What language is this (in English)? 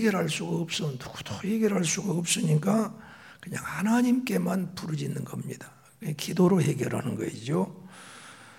Korean